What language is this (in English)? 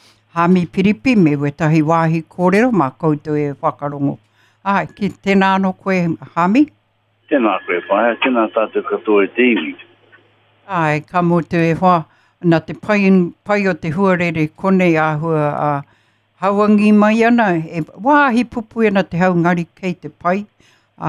Māori